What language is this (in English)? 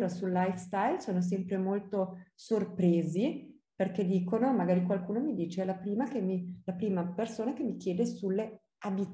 Italian